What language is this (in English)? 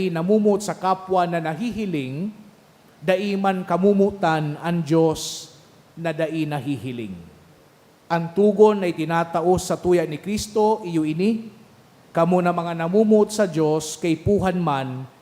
Bikol